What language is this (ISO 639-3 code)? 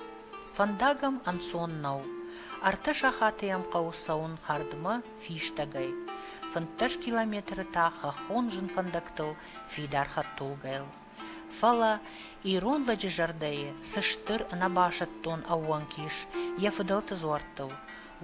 oss